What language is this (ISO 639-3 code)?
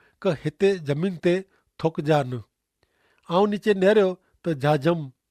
kfr